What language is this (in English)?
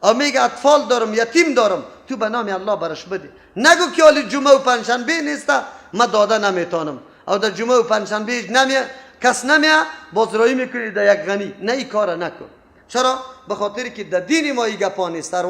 Persian